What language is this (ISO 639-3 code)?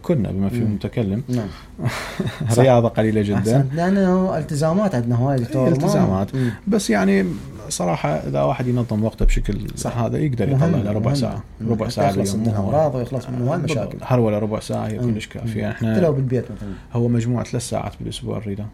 acm